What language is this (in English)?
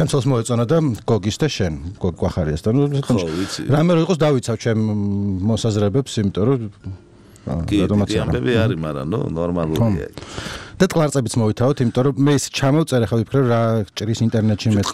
Georgian